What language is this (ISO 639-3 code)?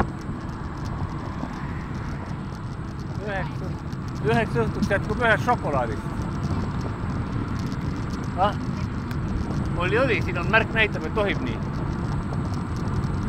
est